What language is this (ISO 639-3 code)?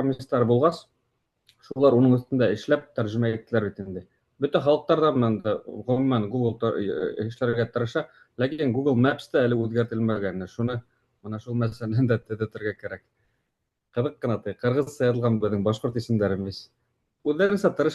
bak